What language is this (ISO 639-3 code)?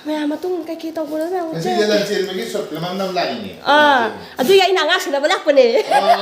mni